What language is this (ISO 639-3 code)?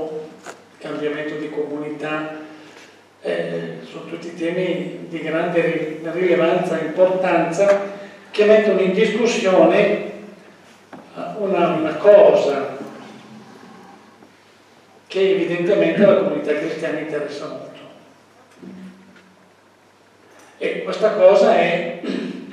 ita